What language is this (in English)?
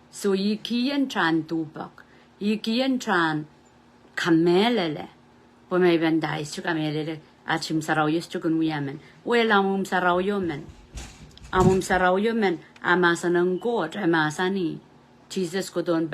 Pohnpeian